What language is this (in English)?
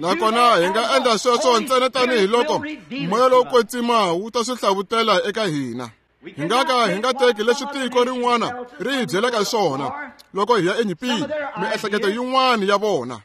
Tsonga